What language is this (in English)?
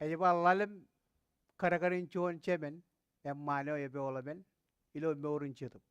Marshallese